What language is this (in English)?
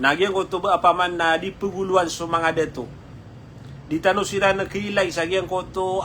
Maranao